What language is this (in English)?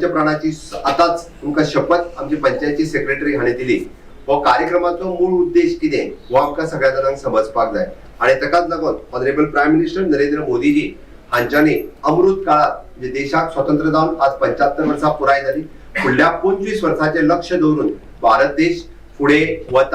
Konkani